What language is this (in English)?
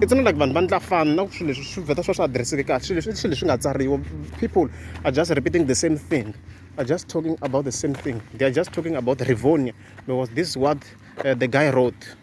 Tsonga